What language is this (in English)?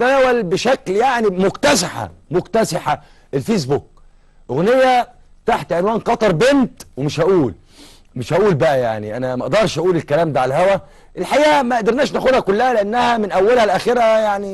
Egyptian Arabic